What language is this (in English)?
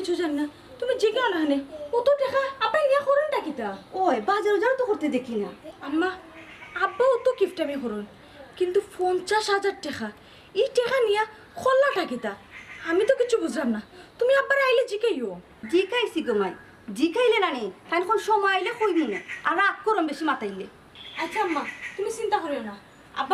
Sylheti